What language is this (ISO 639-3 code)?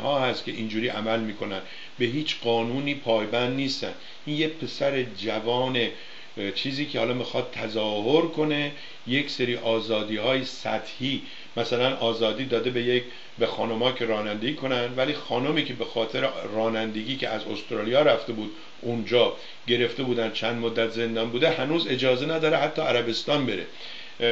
fas